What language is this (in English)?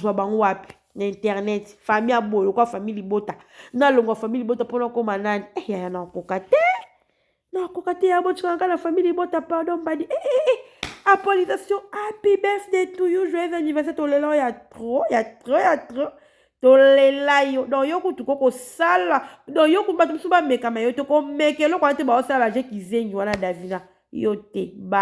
Lingala